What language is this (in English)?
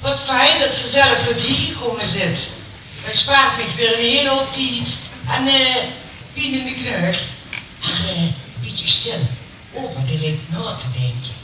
Limburgish